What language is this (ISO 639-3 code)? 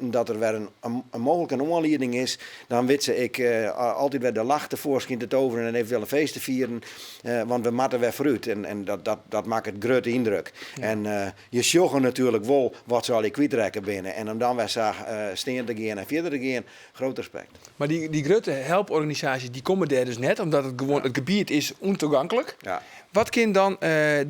fry